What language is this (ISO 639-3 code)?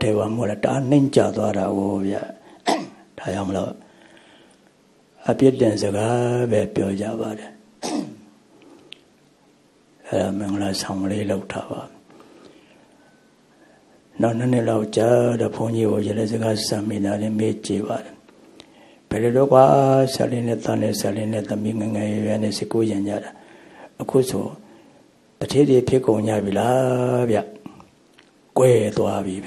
mya